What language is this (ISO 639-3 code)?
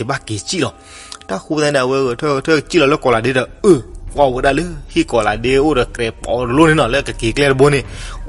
ksw